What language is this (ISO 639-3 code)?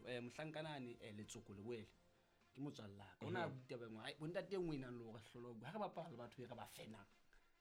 sot